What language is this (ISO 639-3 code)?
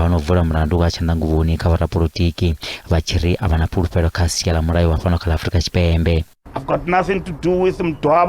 ven